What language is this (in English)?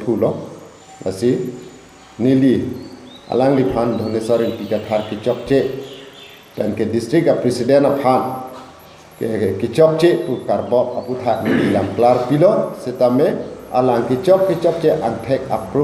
Karbi